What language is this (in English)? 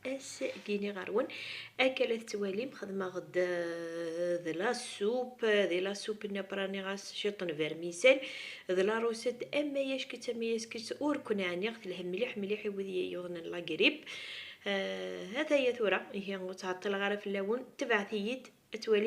Kabyle